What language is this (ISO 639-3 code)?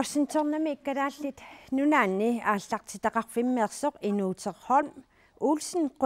kal